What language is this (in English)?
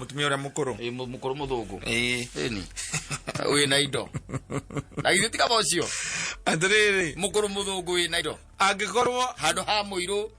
Kikuyu